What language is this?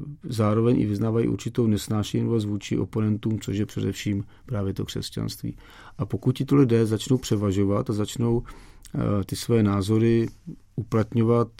Czech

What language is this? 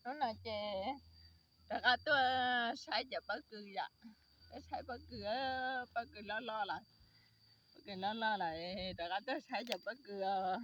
Hmong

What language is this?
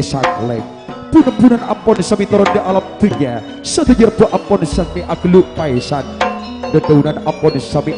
Madurese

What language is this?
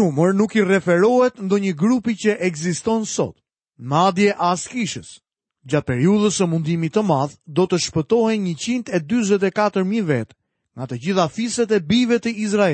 Albanian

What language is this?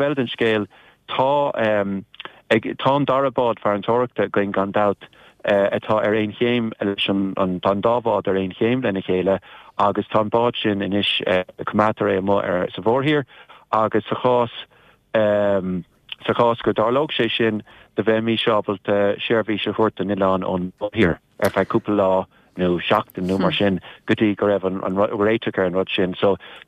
Irish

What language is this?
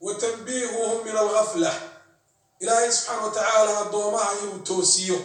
Somali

